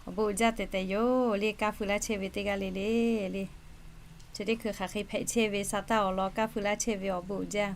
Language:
Lahu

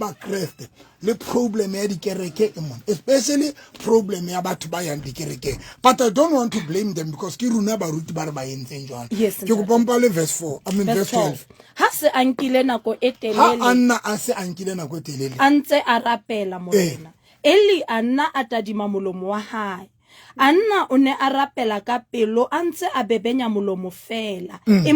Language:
Southern Sotho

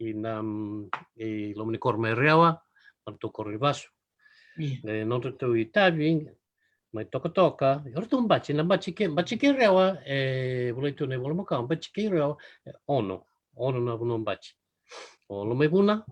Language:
Fijian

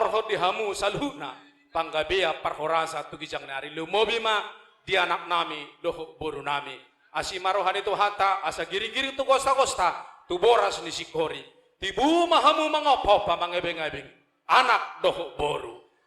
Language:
Batak Toba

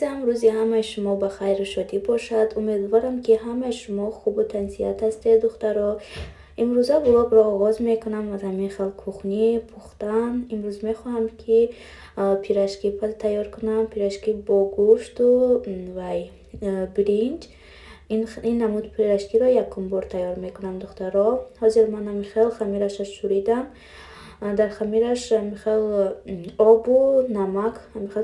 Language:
Tajik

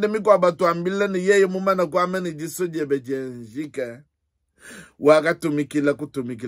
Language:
Luba-Lulua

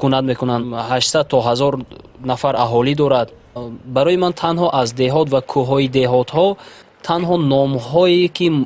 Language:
Tajik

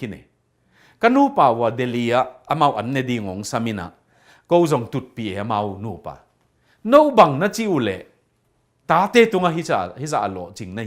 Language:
Tedim Chin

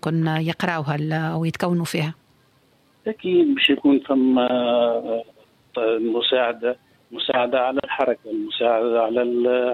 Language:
Tunisian Arabic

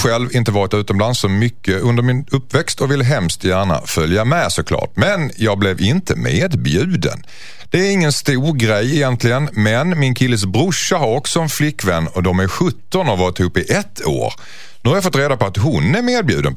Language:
Swedish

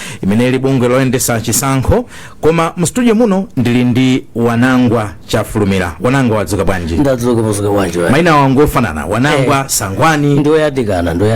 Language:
Nyanja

